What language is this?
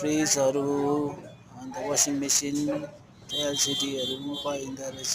Nepali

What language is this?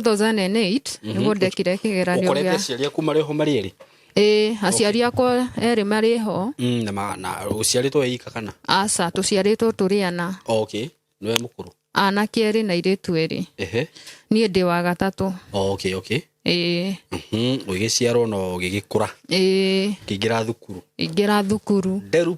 Kikuyu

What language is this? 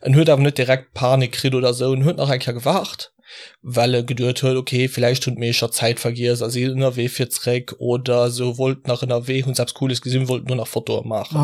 Luxembourgish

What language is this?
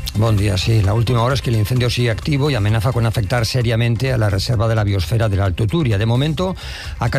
Spanish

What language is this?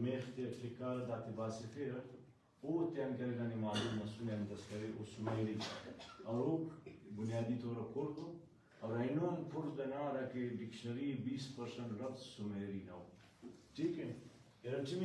Brahui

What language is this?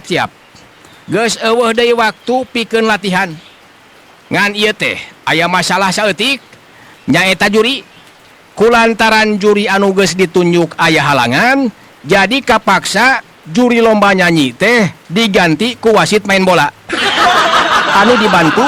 Sundanese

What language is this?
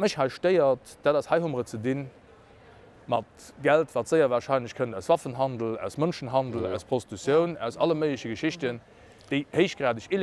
Luxembourgish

